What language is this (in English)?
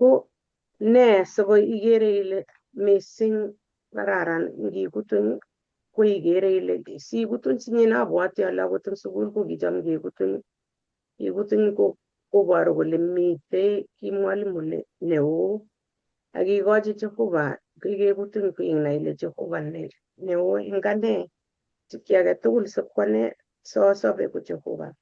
Kalenjin